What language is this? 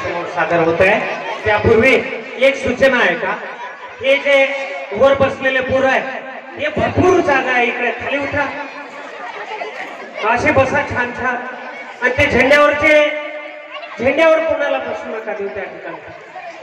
Marathi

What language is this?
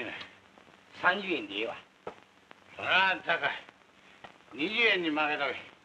Japanese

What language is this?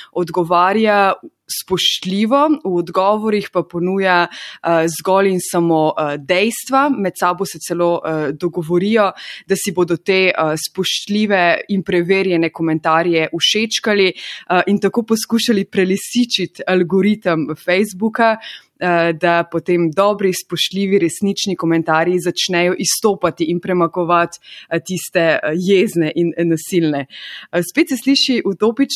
Slovenian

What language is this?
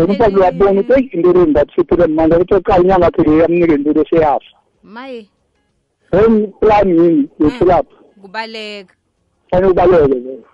South Ndebele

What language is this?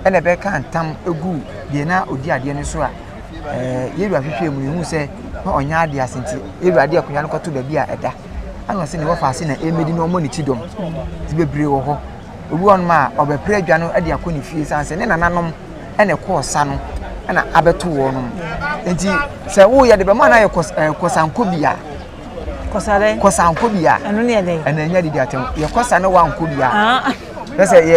Akan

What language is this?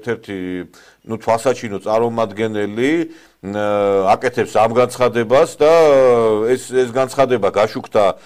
Georgian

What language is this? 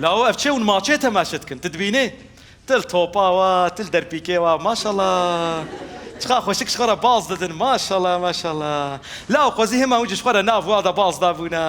Kurdish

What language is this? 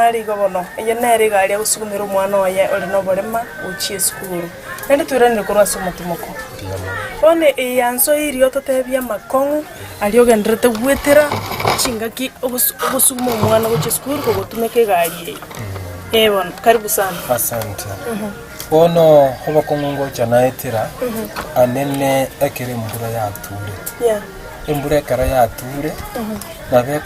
Gusii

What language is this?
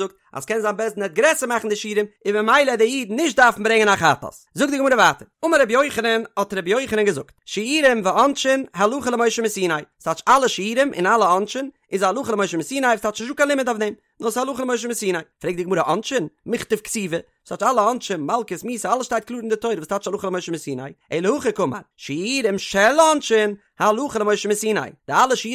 Yiddish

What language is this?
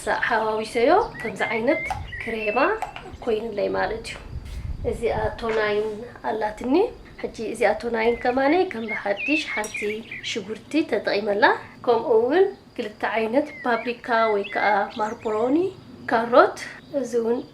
Tigrinya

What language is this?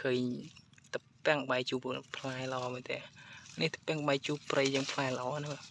Khmer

